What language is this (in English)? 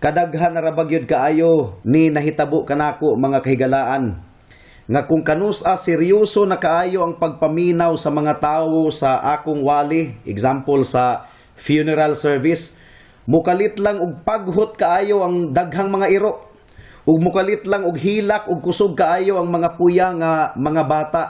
Cebuano